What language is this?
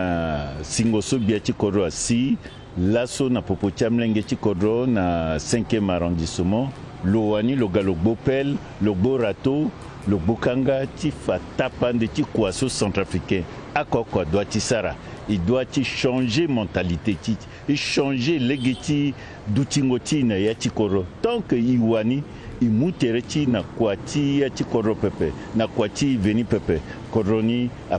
Sango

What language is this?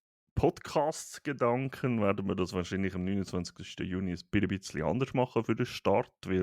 Swiss German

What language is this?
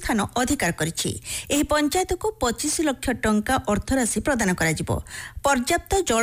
Odia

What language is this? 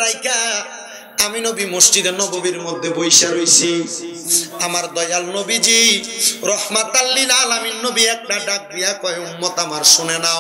Bangla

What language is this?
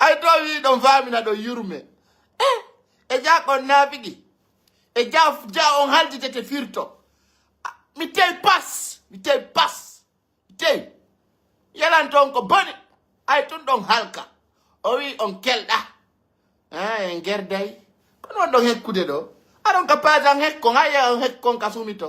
Pular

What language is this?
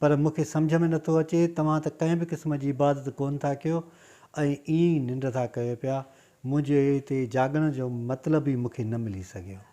Sindhi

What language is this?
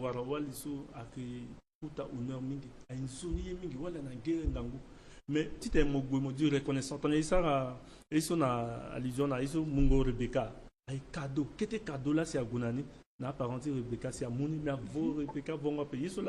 Sango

